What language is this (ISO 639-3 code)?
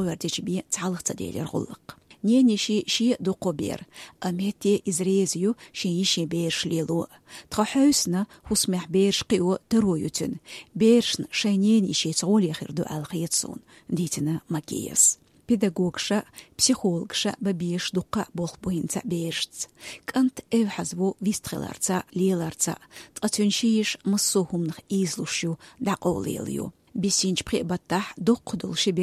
che